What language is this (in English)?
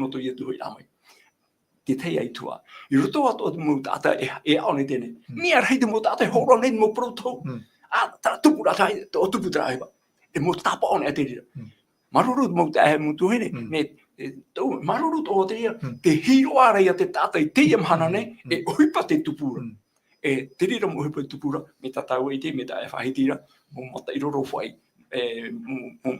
Tahitian